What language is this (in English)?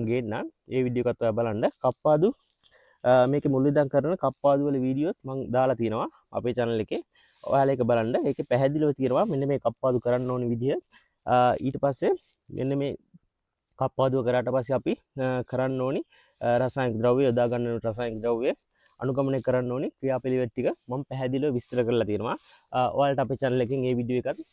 Sinhala